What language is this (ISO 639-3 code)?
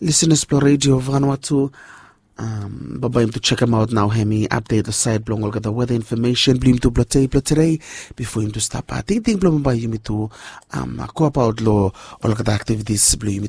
bis